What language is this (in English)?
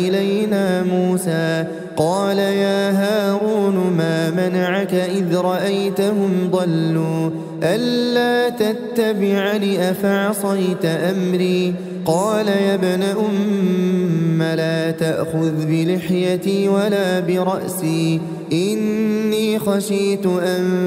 Arabic